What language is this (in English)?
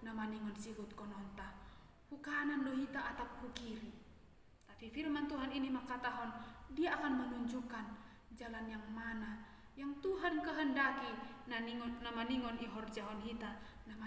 Batak Simalungun